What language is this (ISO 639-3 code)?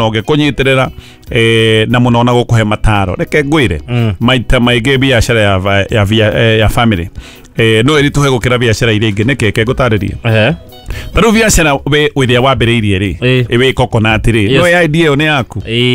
kik